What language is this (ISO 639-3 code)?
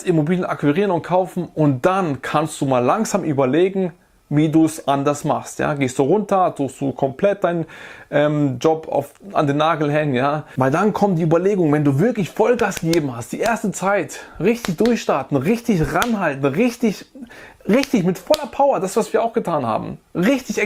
deu